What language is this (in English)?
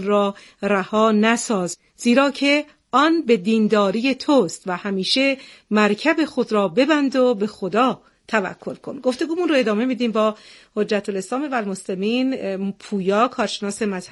Persian